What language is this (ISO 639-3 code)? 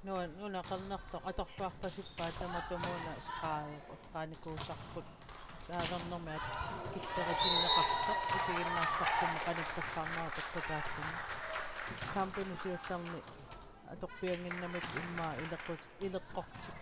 kal